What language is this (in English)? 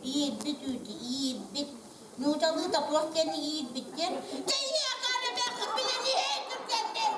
Yakut